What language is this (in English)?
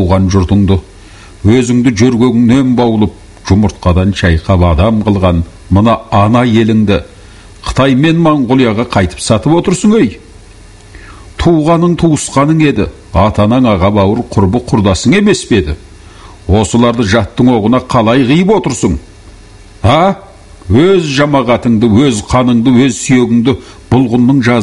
Kazakh